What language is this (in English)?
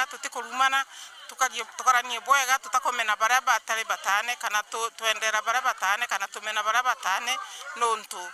Meru